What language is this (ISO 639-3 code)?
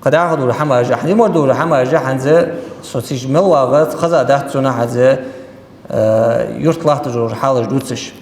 inh